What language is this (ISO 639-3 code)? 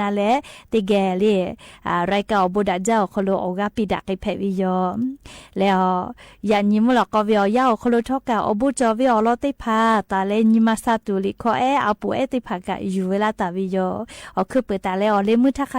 lhu